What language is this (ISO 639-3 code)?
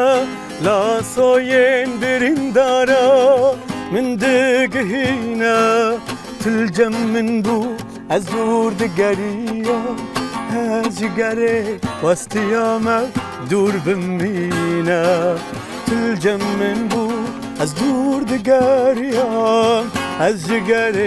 kur